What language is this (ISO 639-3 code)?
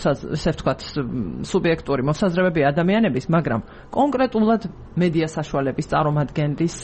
kat